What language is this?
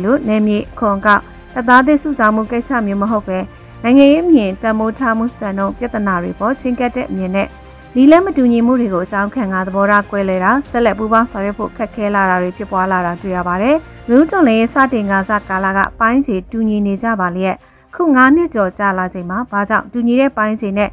Burmese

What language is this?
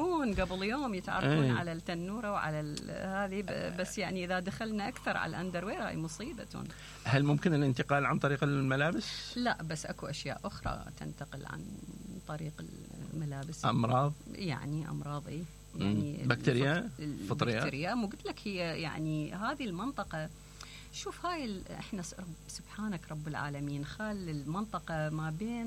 Mesopotamian Arabic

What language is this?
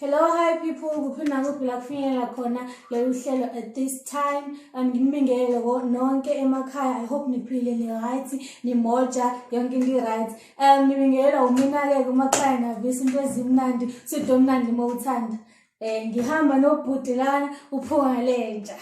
Zulu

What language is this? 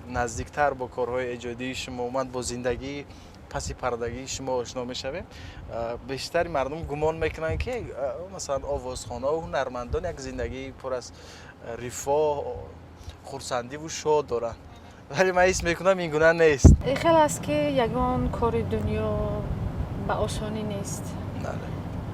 Tajik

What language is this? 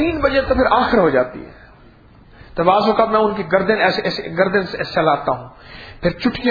Urdu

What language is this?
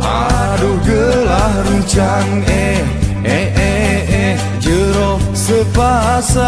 Gayo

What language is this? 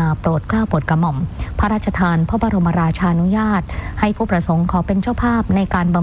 Thai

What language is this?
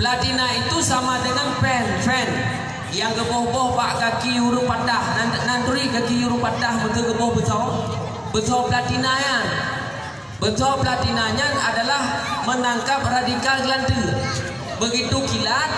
Achinese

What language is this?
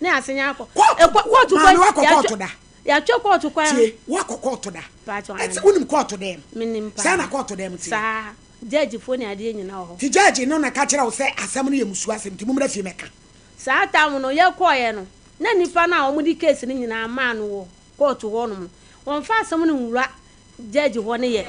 Akan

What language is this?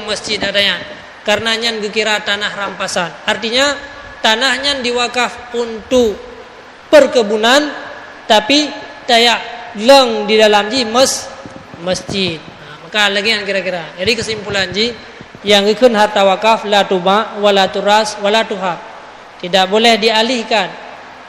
Achinese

